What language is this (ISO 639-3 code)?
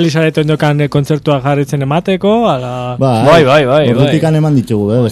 eus